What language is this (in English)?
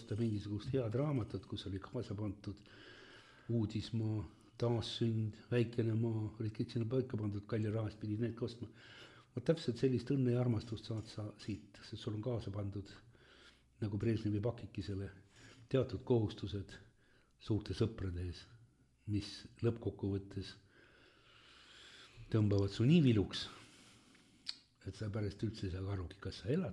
Estonian